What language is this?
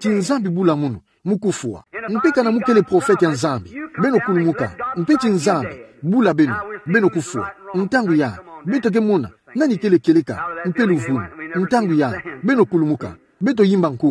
Kituba (Democratic Republic of Congo)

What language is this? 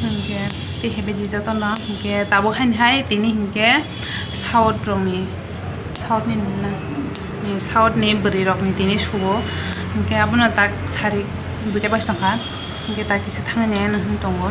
Kok Borok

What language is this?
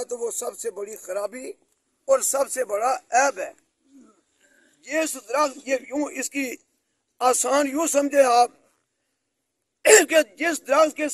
Urdu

